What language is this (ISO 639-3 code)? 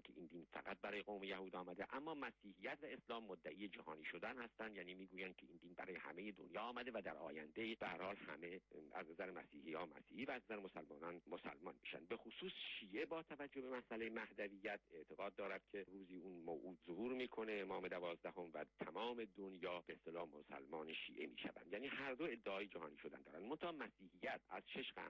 fas